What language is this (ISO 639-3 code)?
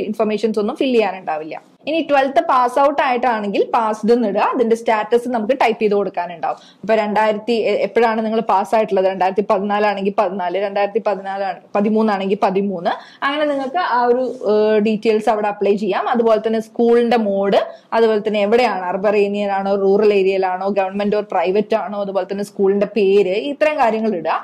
mal